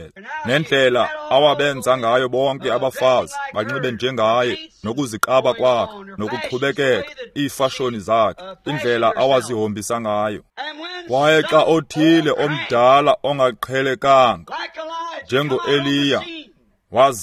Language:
Xhosa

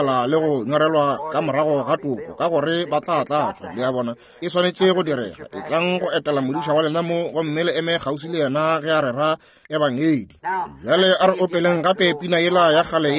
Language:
Northern Sotho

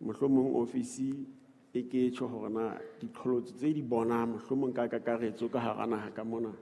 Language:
Southern Sotho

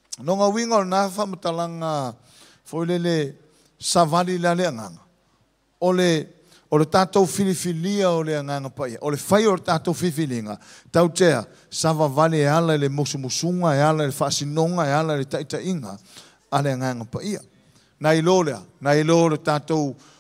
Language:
Samoan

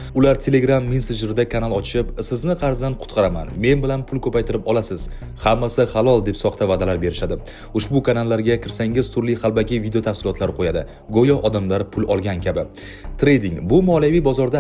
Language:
Uzbek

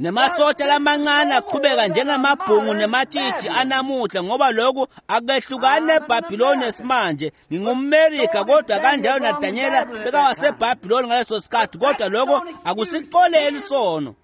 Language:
Swati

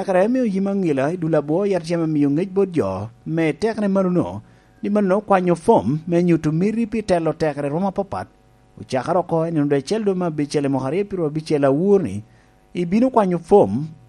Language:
Lango (Uganda)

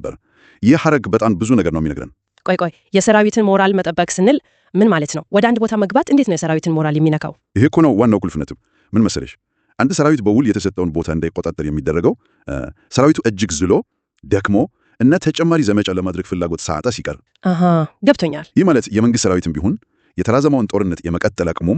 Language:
Amharic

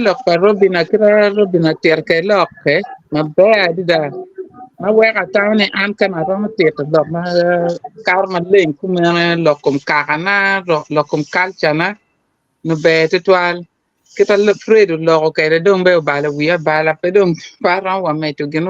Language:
Acoli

